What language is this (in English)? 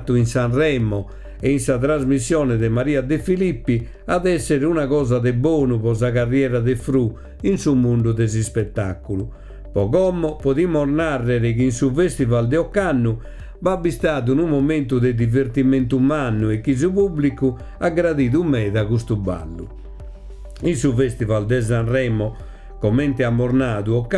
Sardinian